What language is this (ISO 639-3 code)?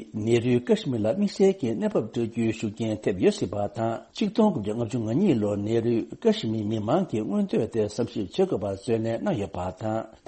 bod